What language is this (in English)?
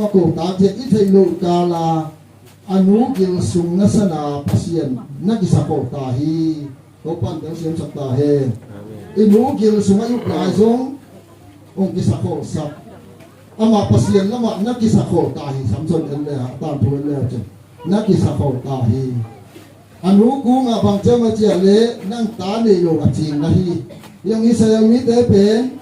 Tedim Chin